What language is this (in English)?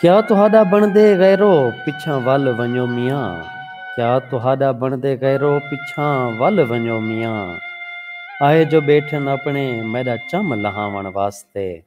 Saraiki